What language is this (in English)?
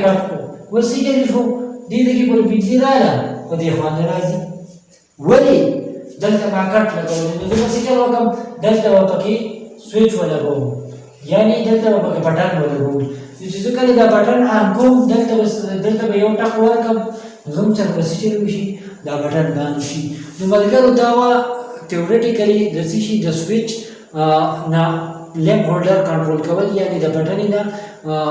Pashto